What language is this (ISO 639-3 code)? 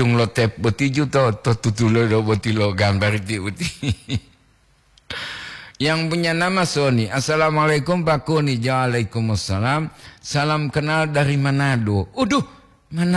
gor